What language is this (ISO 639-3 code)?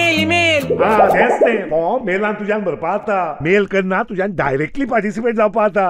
kok